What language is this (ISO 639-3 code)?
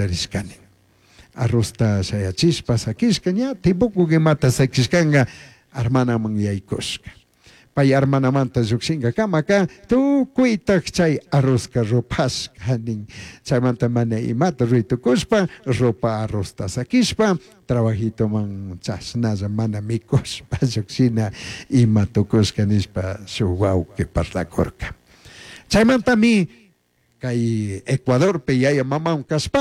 qug